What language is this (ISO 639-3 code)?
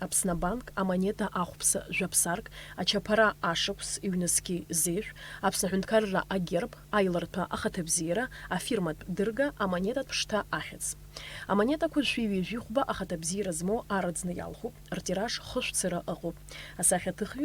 abk